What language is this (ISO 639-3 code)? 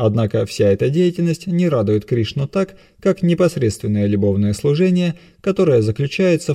rus